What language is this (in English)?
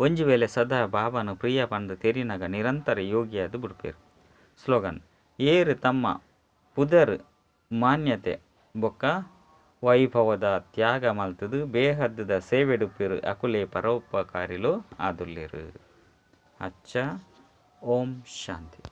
Tulu